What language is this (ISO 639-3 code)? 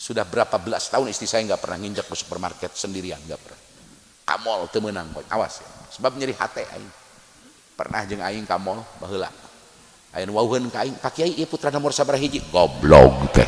sun